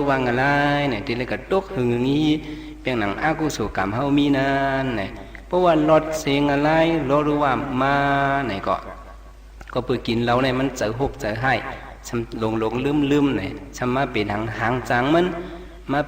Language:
Shan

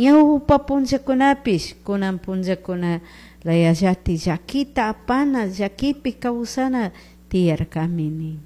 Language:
Chimborazo Highland Quichua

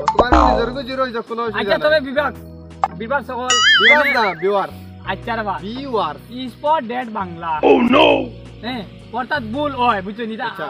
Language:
Sylheti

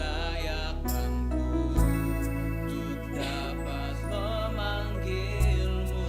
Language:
Batak Simalungun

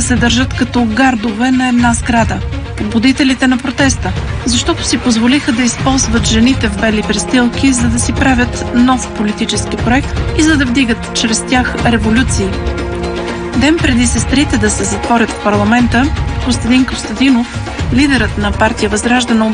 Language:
Bulgarian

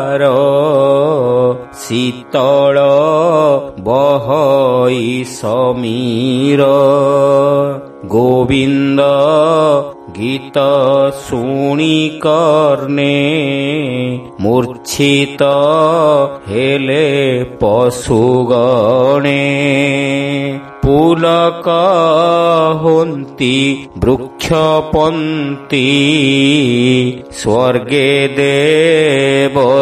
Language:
Odia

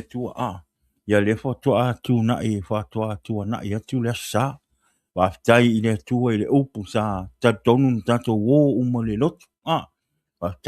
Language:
Samoan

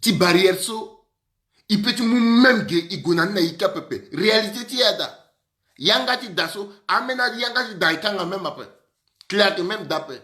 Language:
Sango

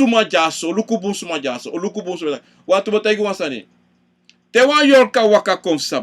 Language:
Sranan Tongo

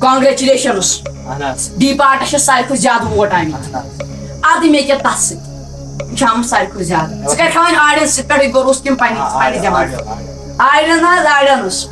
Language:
Kashmiri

